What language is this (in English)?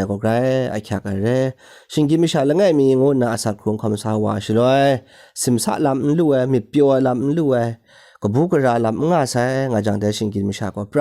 Kachin